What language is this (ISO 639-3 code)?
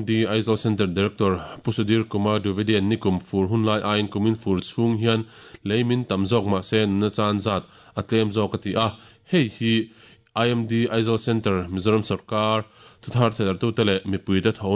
lus